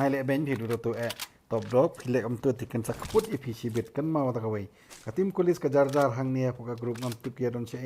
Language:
Khasi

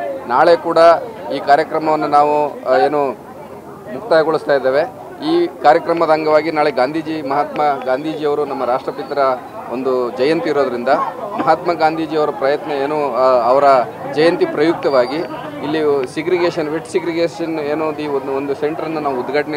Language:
Kannada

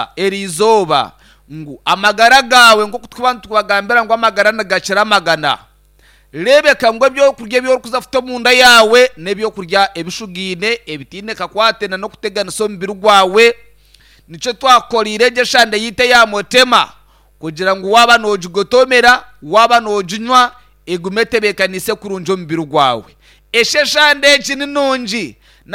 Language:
Nyankole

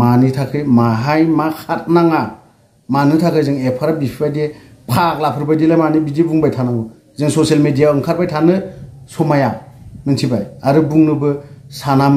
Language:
Bodo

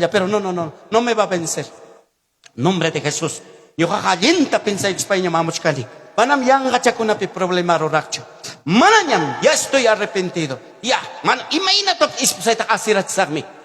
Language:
Ayacucho Quechua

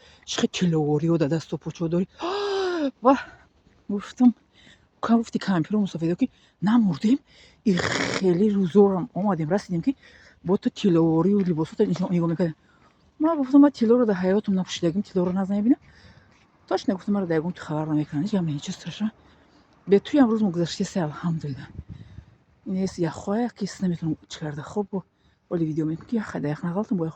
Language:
Tajik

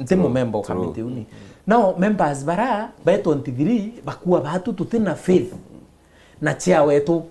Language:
Meru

